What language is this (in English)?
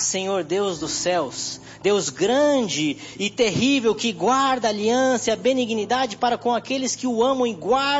Portuguese